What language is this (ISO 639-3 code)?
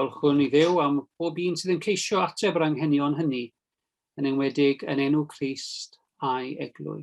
cym